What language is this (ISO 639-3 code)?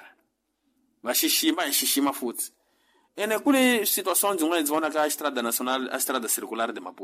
tso